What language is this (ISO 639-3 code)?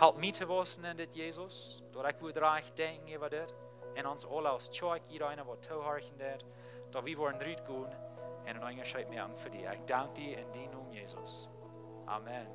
pdt